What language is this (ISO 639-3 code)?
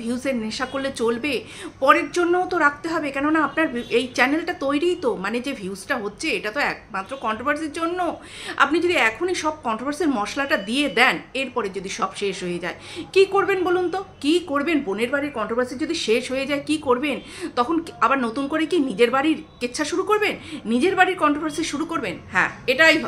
ben